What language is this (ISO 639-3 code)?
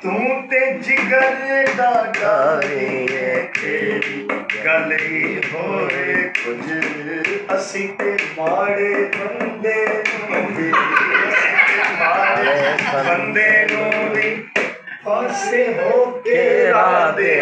skr